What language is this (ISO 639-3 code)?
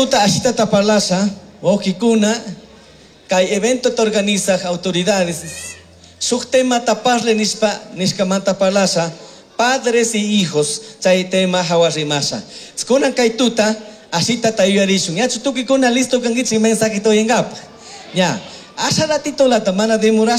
qug